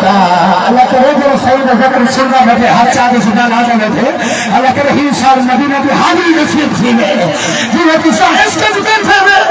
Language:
Saraiki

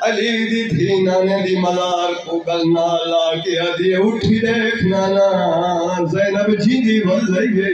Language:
Saraiki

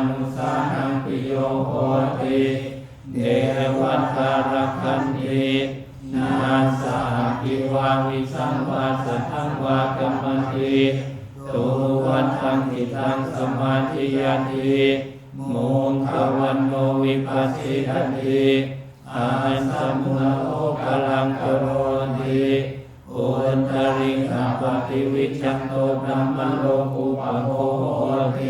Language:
Pali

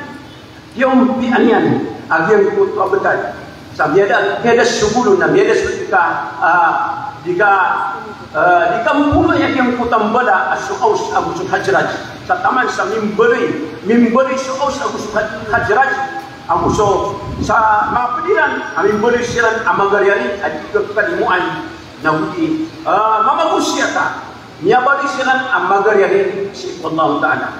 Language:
Maranao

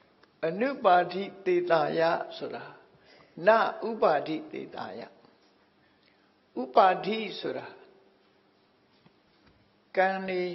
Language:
Burmese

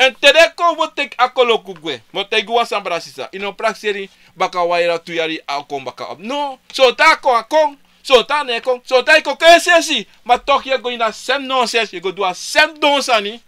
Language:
Sranan Tongo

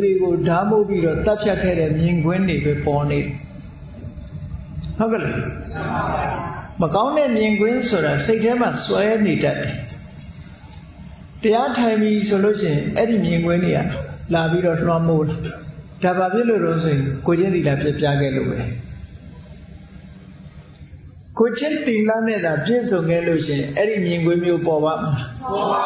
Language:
Burmese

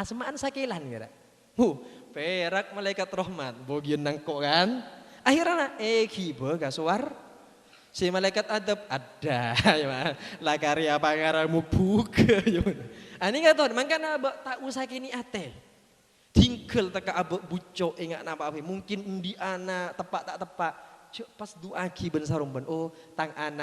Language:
Madurese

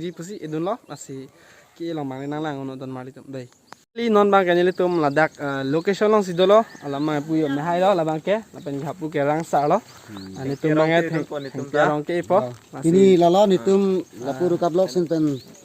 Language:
Karbi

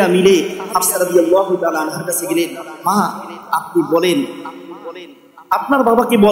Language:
Bangla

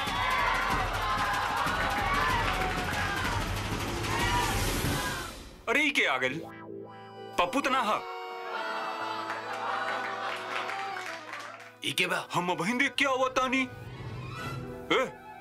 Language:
Bhojpuri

